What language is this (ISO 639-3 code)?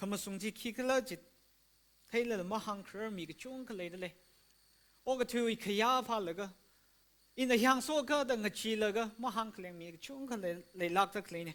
nmf